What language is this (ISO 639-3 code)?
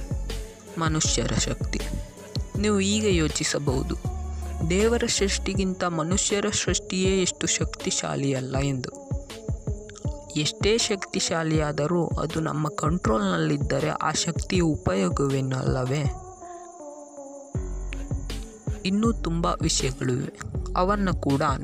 kan